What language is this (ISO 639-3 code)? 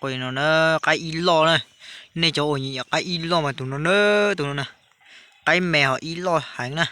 hmn